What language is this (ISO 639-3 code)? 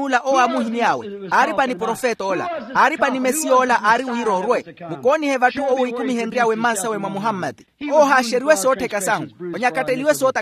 vmw